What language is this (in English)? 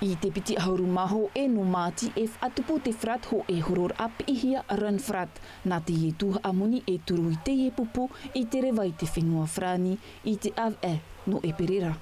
Tahitian